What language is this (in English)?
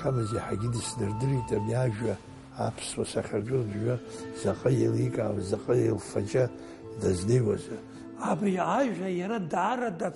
Abkhazian